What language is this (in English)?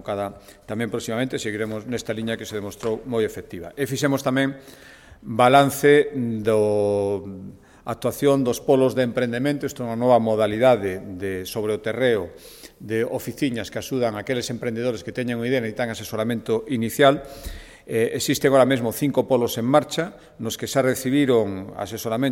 Galician